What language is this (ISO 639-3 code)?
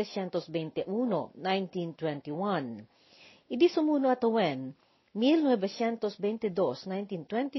ilo